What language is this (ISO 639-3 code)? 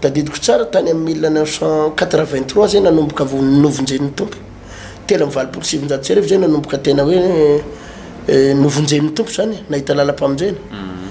mlg